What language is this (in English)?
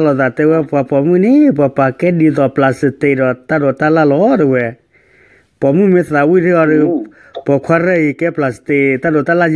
S'gaw Karen